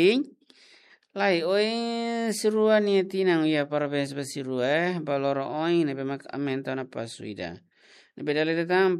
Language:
Tetum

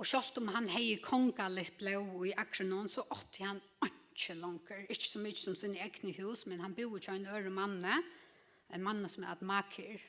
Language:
Faroese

